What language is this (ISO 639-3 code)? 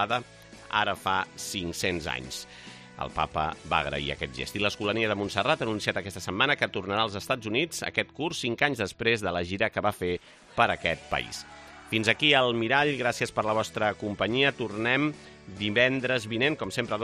cat